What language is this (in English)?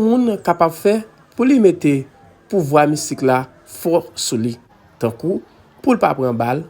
Haitian Creole